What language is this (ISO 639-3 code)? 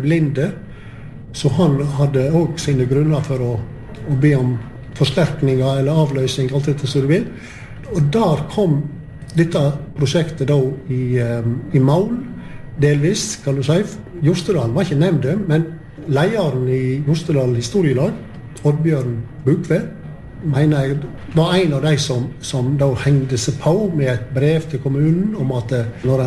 nor